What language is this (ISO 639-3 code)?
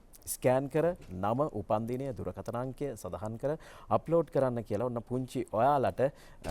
sin